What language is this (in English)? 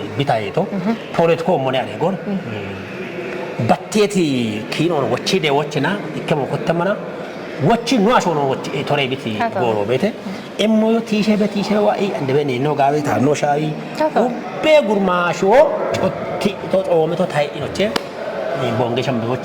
Kafa